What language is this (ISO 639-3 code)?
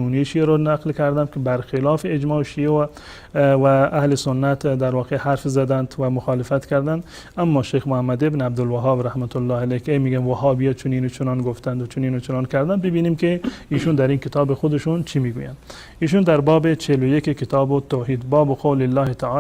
fas